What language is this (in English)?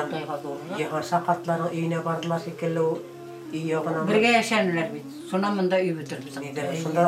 Bashkir